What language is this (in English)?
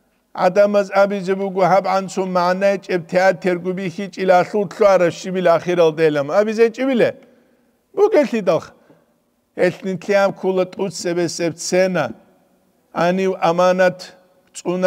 Avaric